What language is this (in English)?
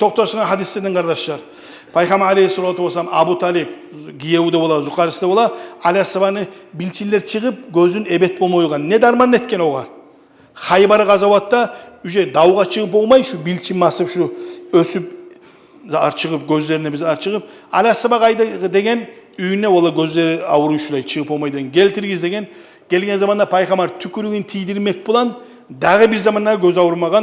Kumyk